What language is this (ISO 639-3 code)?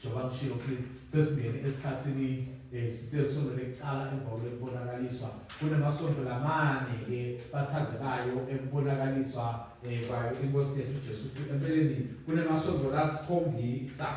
ssw